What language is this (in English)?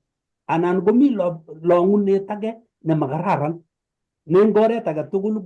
Kalenjin